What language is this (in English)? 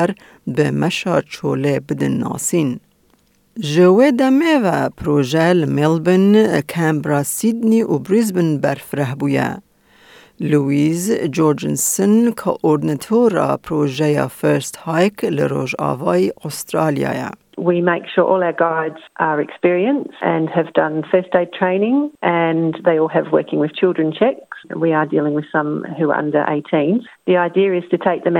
Kurdish